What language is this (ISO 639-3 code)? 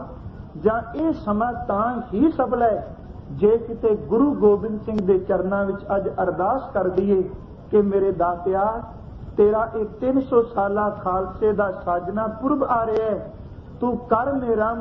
pan